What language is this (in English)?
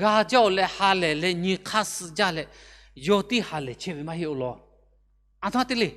Lahu